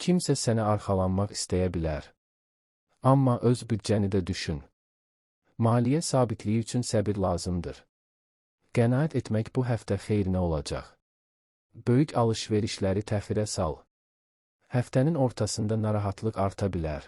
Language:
Azerbaijani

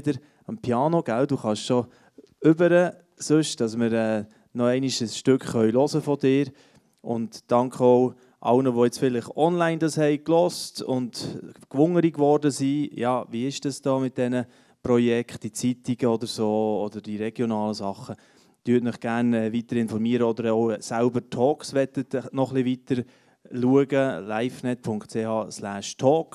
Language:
Swiss German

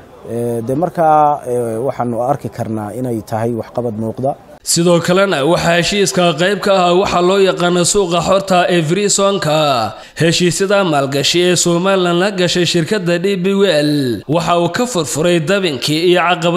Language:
Somali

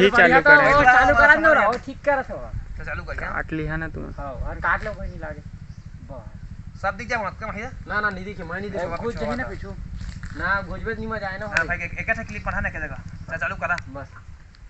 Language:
Chhattisgarhi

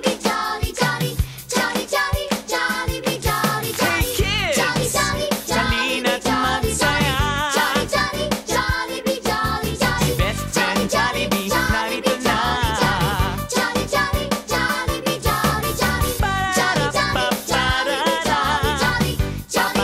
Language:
Filipino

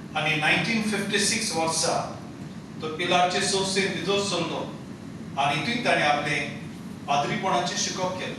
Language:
Konkani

